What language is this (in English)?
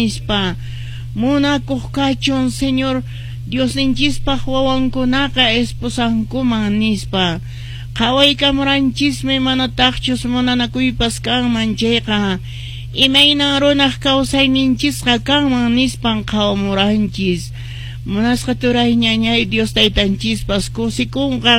Quechua